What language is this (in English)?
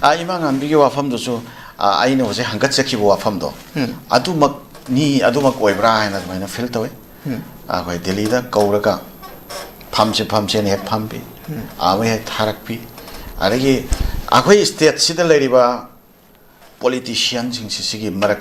Manipuri